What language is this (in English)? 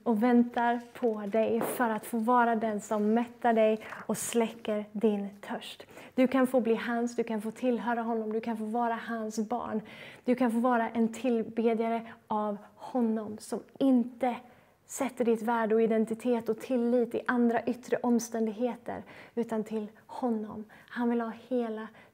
Swedish